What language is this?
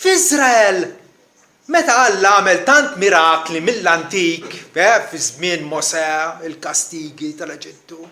Maltese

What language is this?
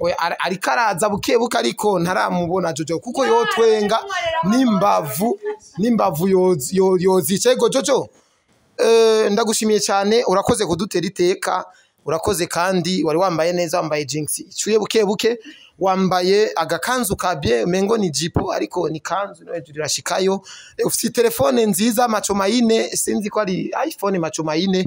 Rundi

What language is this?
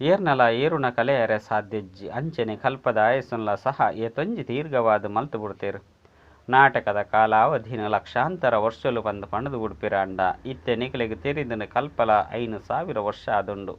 Tulu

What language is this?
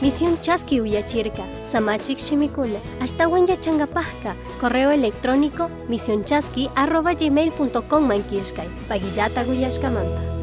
Chimborazo Highland Quichua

